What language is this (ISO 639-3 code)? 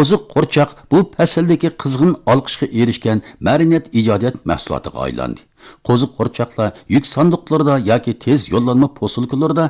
uig